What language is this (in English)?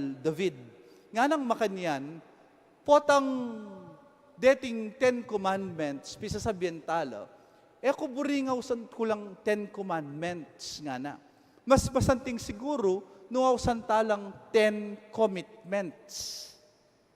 Pampanga